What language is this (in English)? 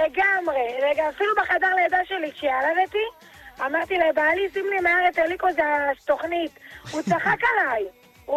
Hebrew